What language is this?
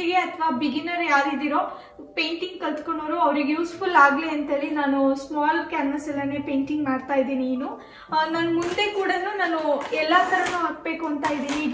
Kannada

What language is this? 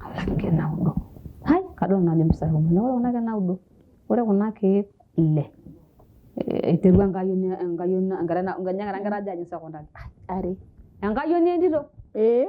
Masai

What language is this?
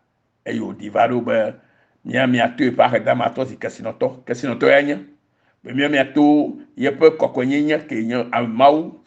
Ewe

